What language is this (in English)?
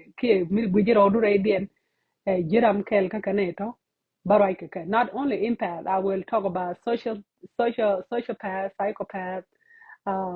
Nuer